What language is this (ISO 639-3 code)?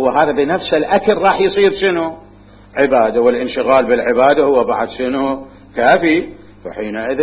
acm